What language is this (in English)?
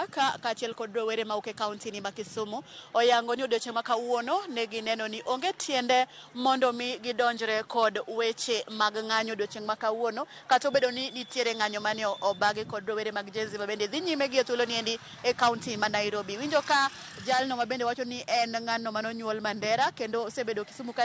Luo (Kenya and Tanzania)